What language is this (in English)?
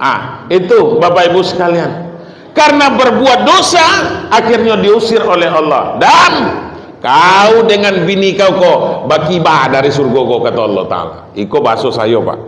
Minangkabau